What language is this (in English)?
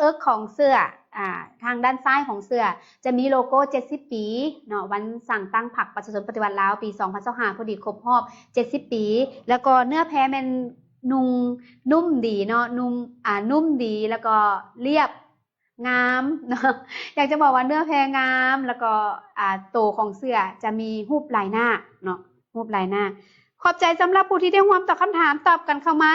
Lao